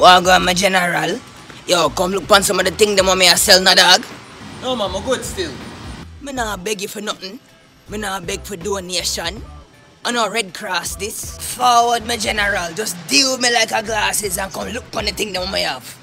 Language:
Jamaican Creole English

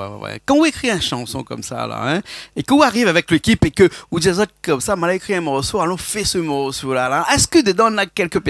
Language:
Réunion Creole French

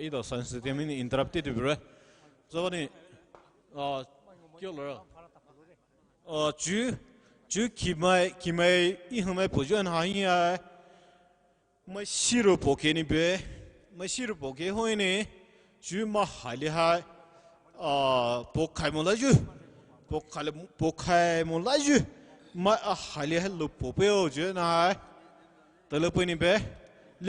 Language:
Poumei Naga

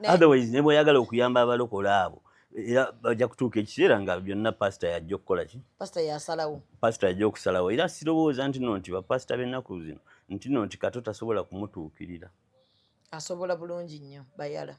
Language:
Ganda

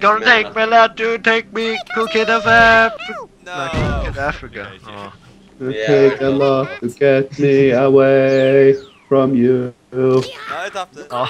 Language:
Faroese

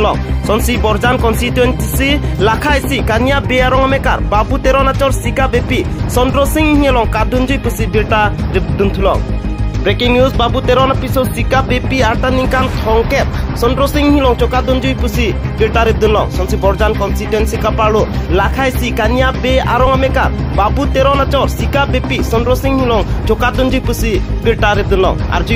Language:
Karbi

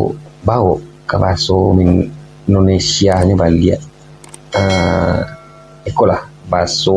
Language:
Minangkabau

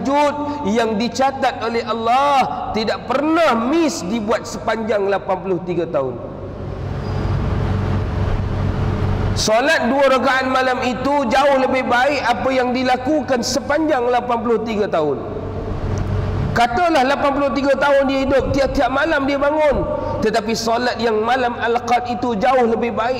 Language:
Malay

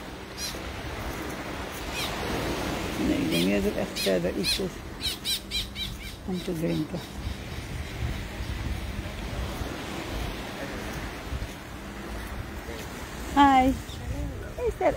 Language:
Dutch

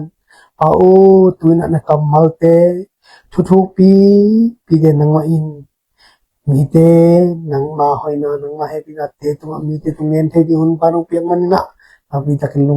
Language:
Tedim Chin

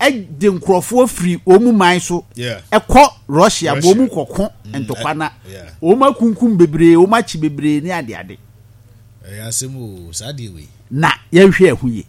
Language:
Akan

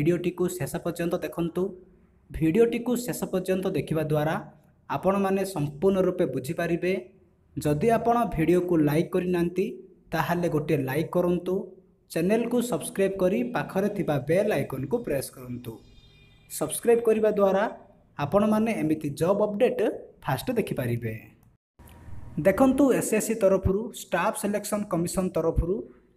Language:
Odia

